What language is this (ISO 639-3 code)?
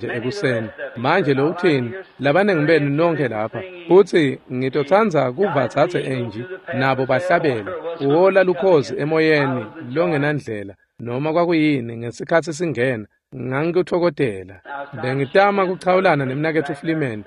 ssw